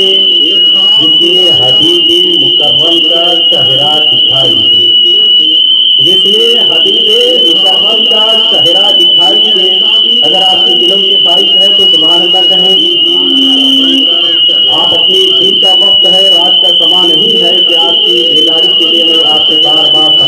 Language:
Urdu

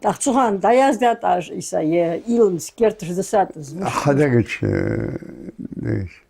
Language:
Ingush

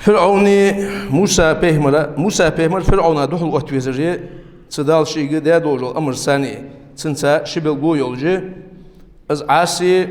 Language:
Ingush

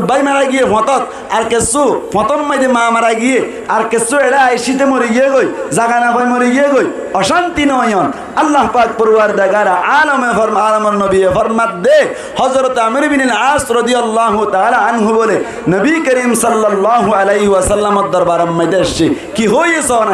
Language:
Rohingya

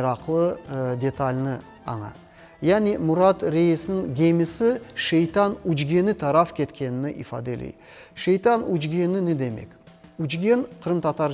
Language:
Crimean Tatar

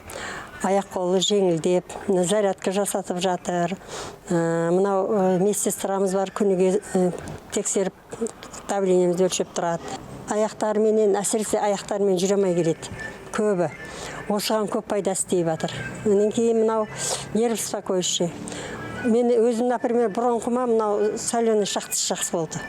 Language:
Kazakh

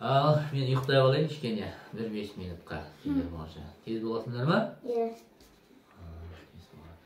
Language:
Kazakh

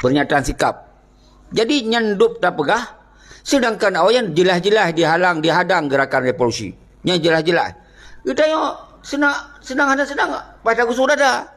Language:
Achinese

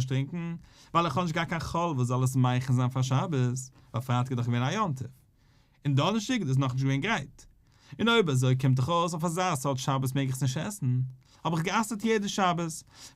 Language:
Yiddish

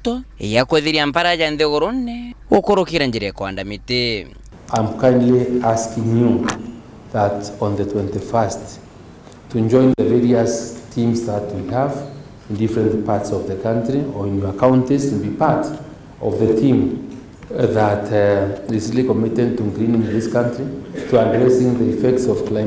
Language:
Meru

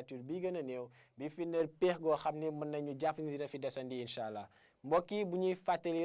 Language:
Wolof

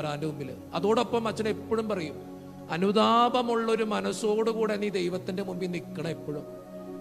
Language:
Malayalam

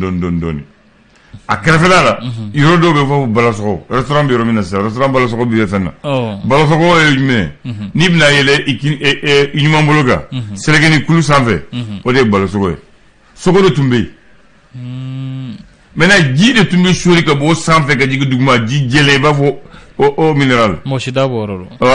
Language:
Bambara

